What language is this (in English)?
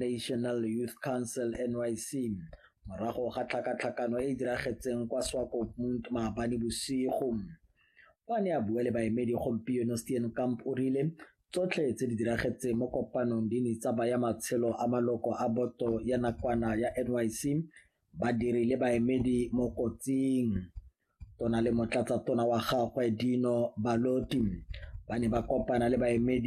Tswana